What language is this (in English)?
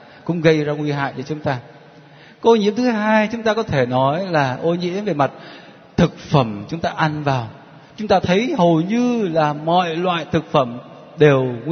Vietnamese